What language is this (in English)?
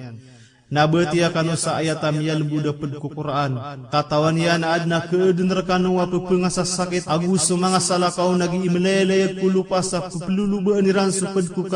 Maranao